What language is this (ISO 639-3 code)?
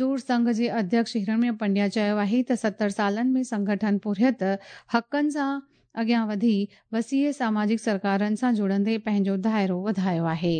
snd